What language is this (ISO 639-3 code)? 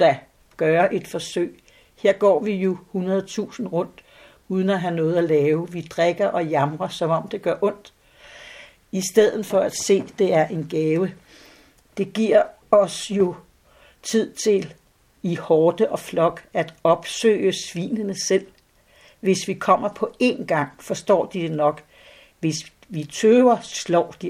dan